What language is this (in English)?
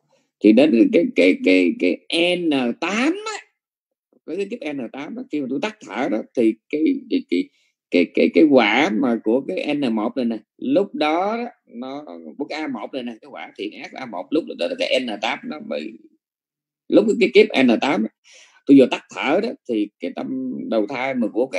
Vietnamese